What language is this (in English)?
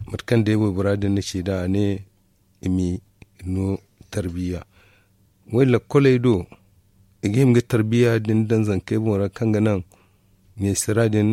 Zarma